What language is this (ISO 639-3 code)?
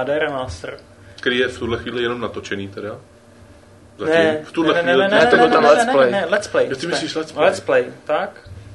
ces